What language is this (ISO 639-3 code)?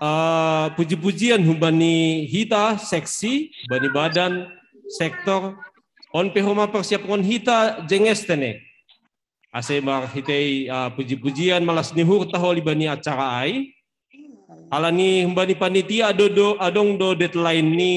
bts